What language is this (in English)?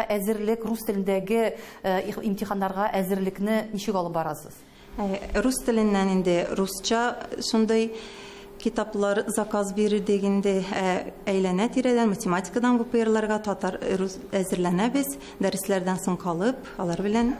Tatar